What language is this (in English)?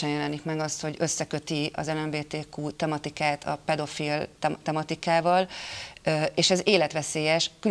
Hungarian